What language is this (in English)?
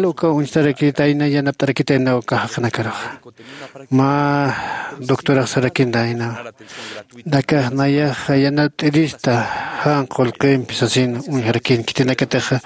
Aymara